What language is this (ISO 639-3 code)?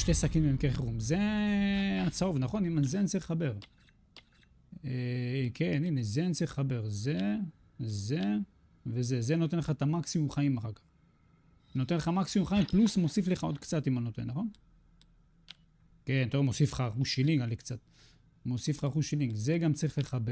heb